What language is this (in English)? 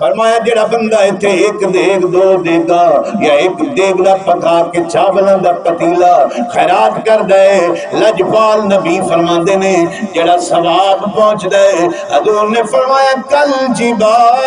Saraiki